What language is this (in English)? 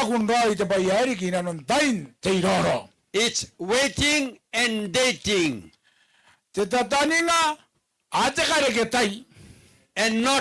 Gilbertese